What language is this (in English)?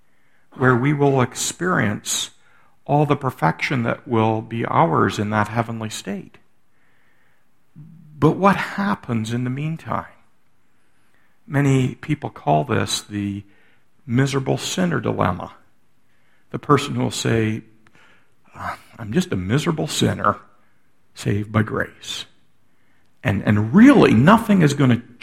English